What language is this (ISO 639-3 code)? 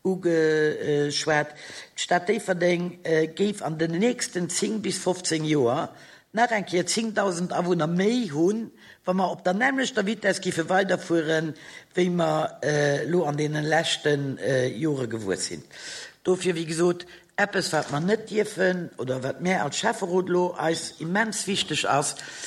ltz